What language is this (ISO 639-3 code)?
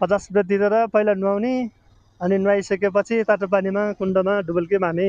nep